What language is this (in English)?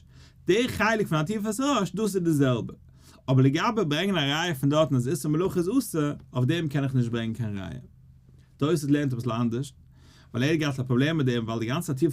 Yiddish